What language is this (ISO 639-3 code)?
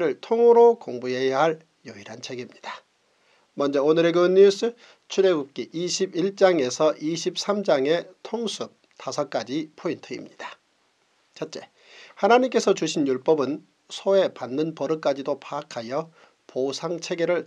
kor